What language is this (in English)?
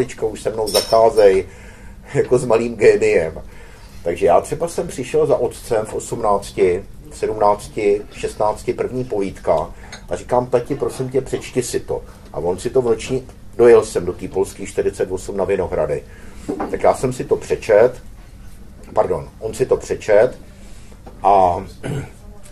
Czech